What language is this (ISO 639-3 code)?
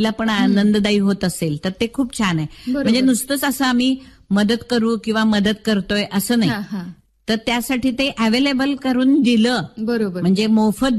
mar